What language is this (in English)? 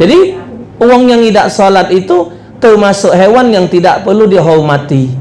Musi